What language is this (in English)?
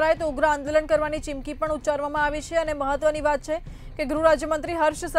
Gujarati